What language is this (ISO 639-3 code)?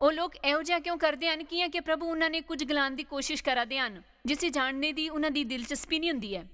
doi